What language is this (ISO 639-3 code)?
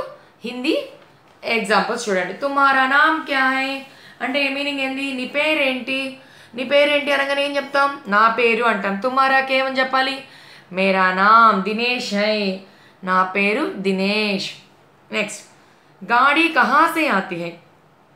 tel